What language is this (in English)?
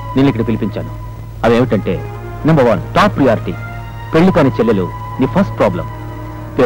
Telugu